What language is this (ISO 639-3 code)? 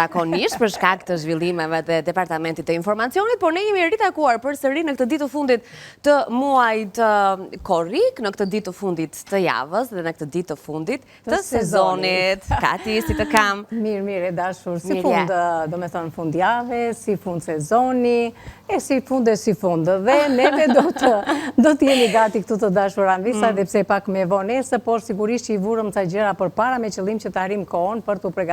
sqi